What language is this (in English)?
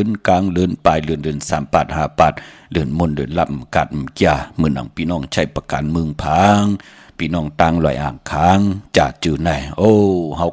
Shan